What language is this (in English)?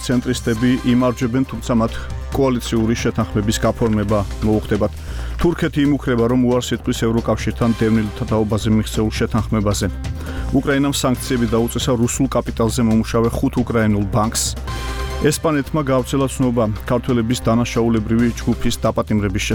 Georgian